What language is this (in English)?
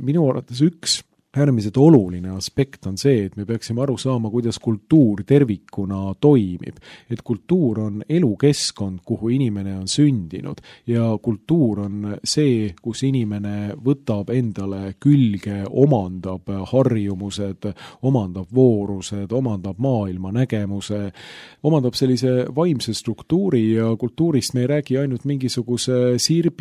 Estonian